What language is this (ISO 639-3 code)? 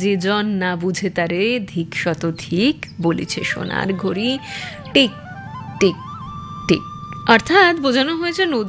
ben